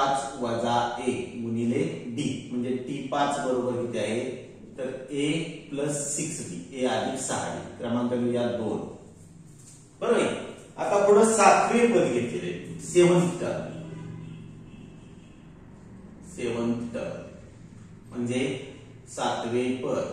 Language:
Marathi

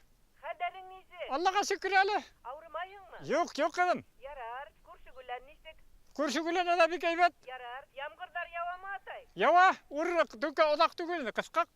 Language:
Bashkir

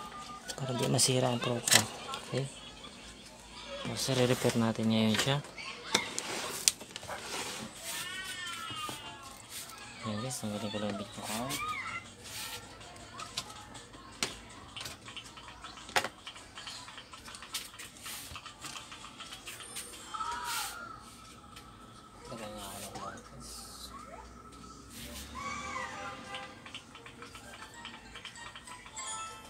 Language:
Filipino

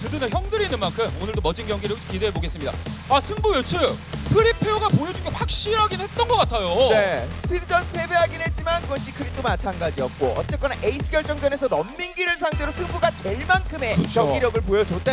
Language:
Korean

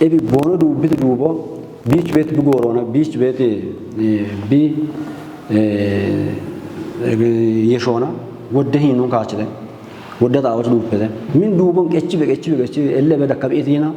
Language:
Kafa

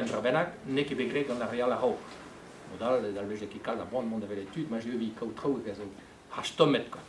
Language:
Breton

